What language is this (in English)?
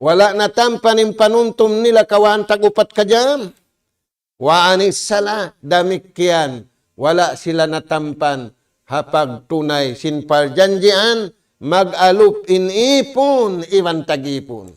Tausug